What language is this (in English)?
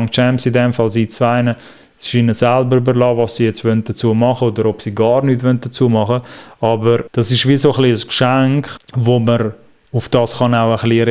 Swiss German